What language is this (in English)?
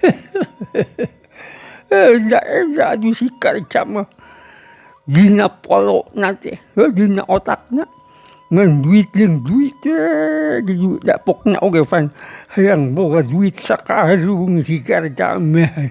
Sundanese